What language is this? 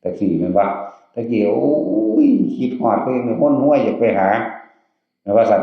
Northeastern Thai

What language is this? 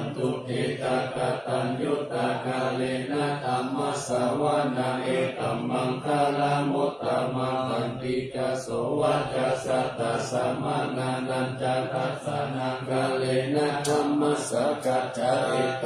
Pali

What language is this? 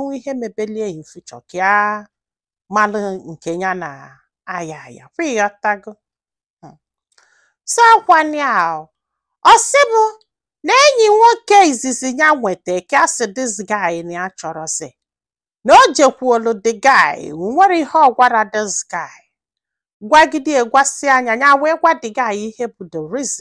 Igbo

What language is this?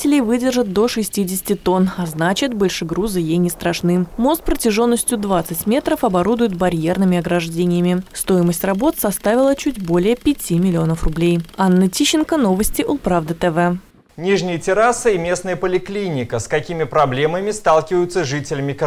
Russian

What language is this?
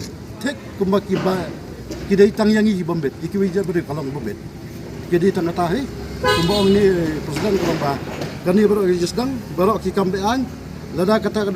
Khasi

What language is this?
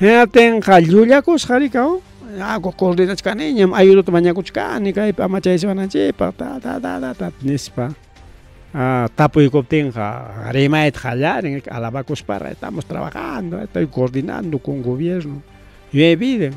Ayacucho Quechua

